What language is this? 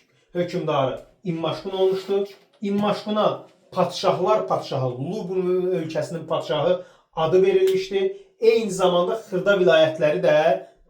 Azerbaijani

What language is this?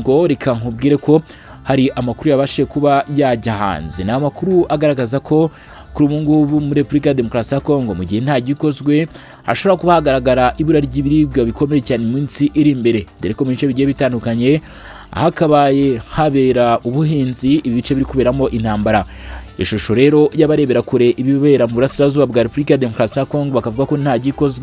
Kinyarwanda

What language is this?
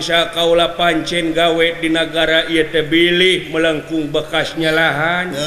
Sundanese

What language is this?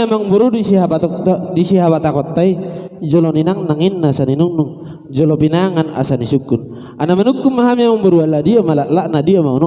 Batak Toba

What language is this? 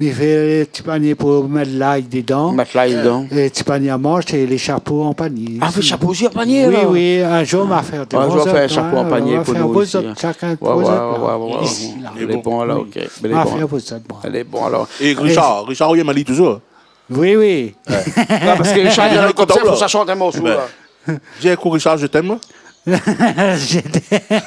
Réunion Creole French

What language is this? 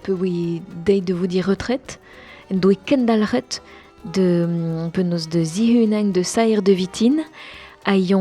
Breton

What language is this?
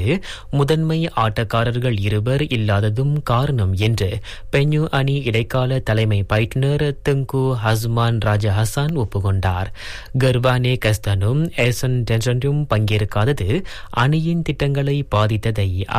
Tamil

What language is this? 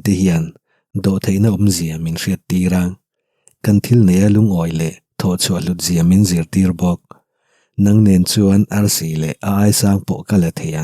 Mizo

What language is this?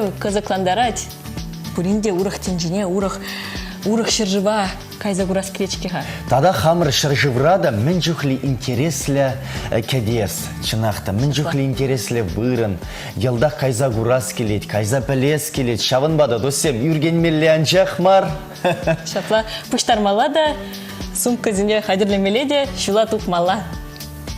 Chuvash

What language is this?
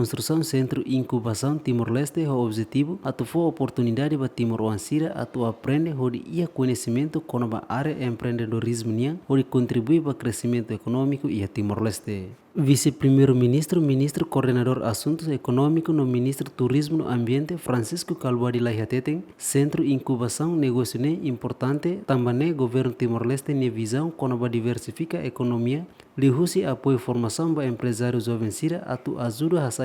Tetum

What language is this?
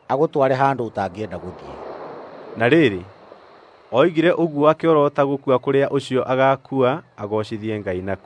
Kikuyu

